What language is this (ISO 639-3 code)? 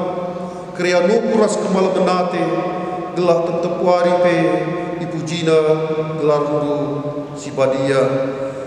btx